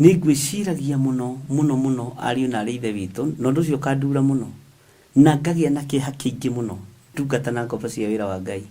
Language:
Kikuyu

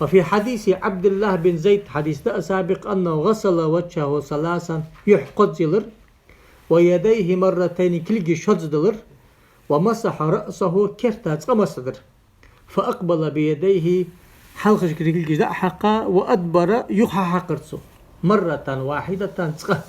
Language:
Ingush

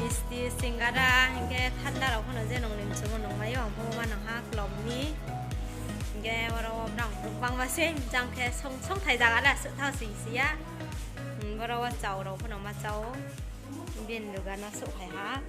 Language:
Riang (India)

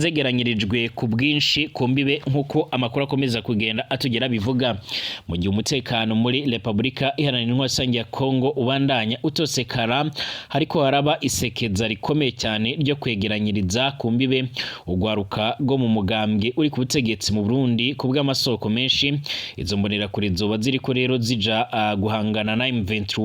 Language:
Rundi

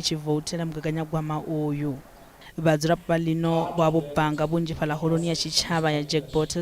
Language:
Venda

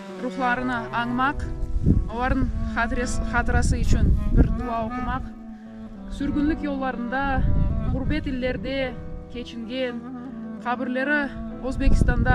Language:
Crimean Tatar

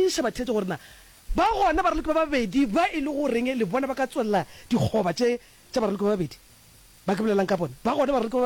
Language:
Northern Sotho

